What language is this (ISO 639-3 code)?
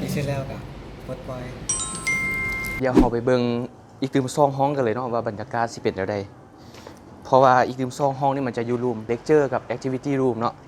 lao